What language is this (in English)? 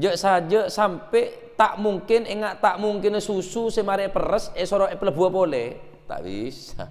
Madurese